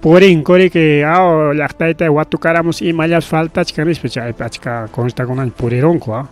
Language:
Ayacucho Quechua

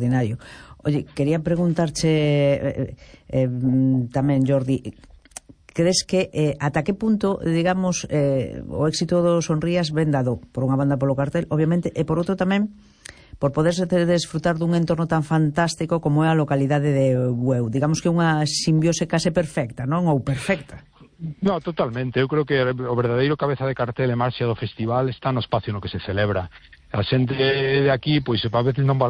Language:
Galician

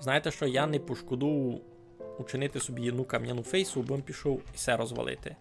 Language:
Rusyn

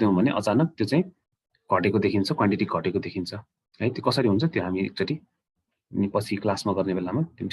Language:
Nepali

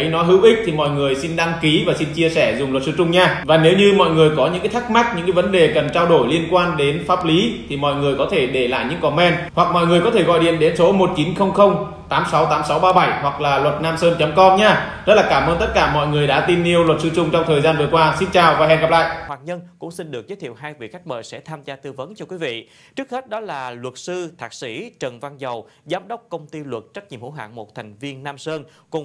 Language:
Vietnamese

